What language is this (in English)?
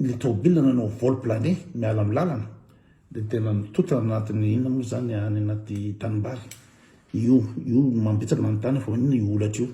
Malagasy